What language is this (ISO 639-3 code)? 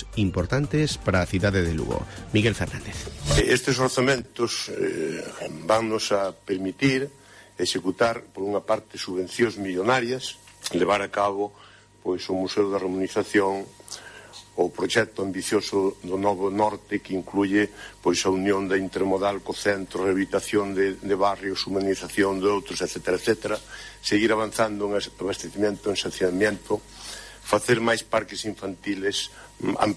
glg